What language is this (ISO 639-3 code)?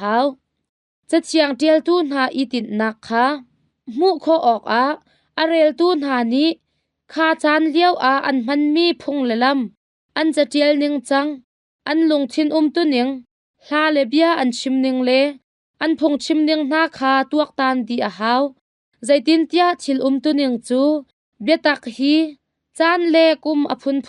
cnh